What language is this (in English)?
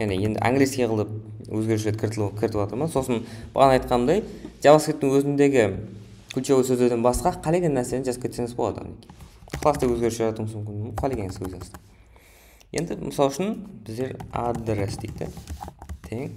Kara-Kalpak